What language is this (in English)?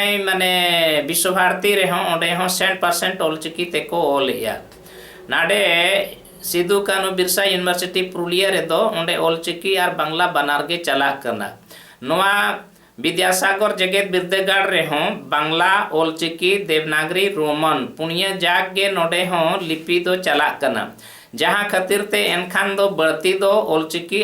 Santali